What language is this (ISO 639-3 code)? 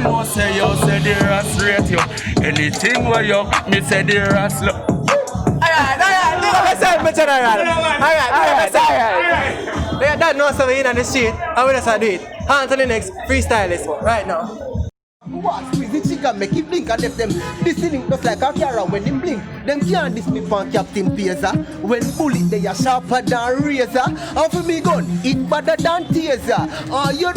jam